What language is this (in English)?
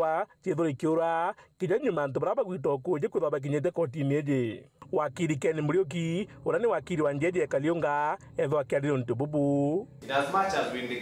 Meru